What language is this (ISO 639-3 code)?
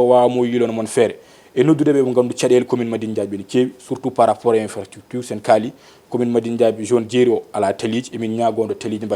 ful